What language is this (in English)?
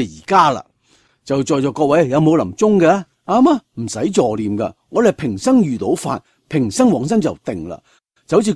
Cantonese